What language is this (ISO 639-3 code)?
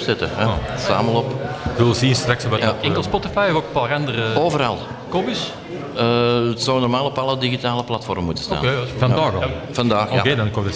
nld